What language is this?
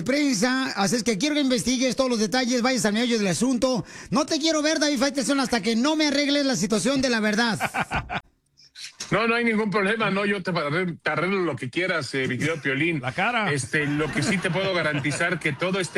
Spanish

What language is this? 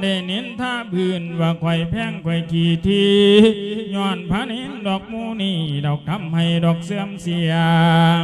Lao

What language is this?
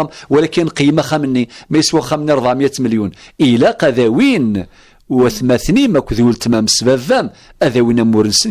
Kabyle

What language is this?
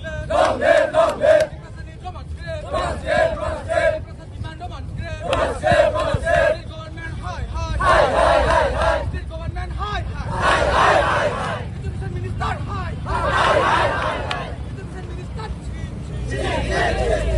Kok Borok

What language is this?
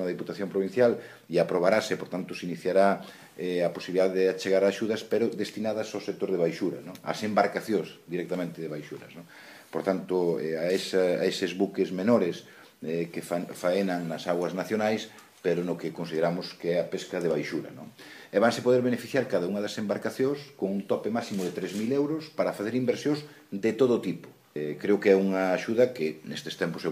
Galician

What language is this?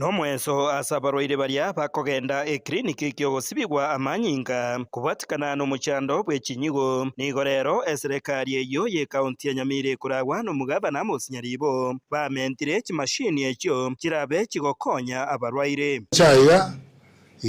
Gusii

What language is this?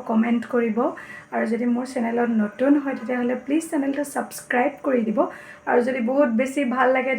Assamese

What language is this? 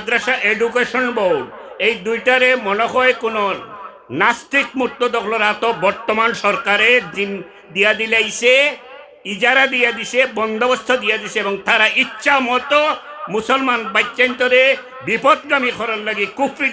Sylheti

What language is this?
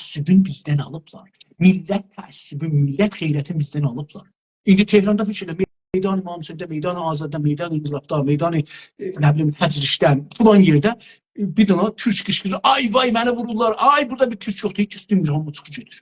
South Azerbaijani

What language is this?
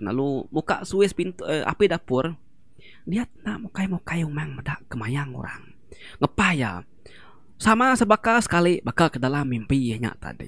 Iban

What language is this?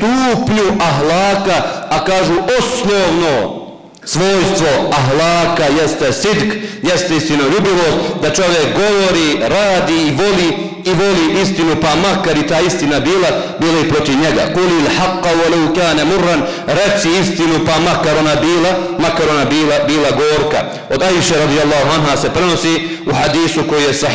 Bosnian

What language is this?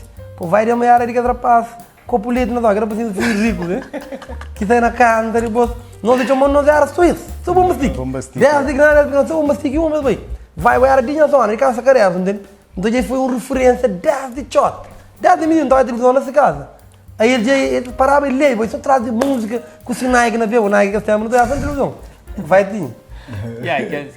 Kabuverdianu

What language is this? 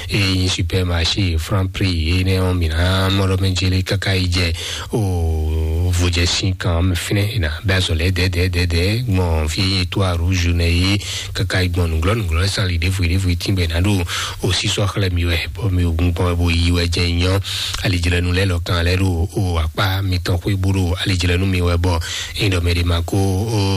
Fon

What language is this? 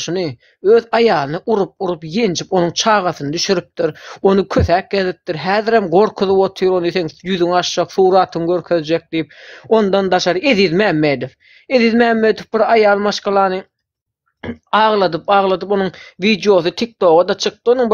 Turkmen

